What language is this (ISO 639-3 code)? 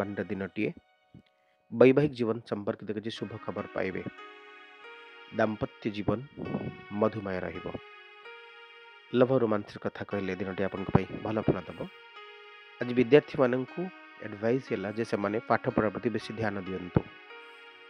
ori